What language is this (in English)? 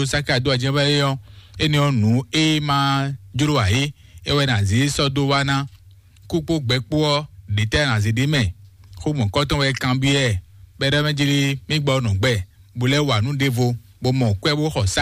Fon